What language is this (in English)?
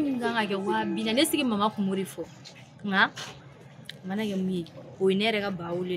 Bambara